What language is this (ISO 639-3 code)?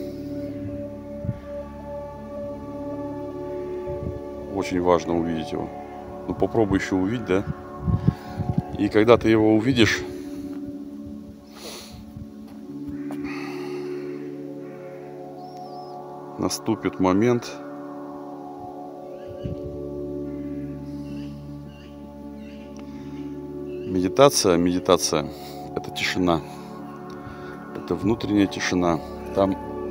rus